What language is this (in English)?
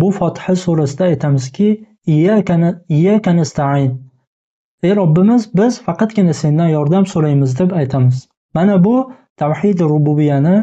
Uzbek